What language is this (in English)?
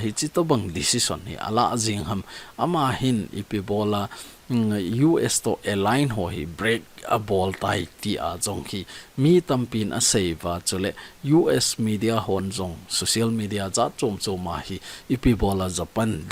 Thado Chin